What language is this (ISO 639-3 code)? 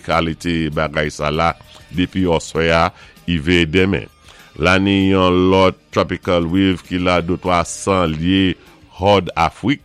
acf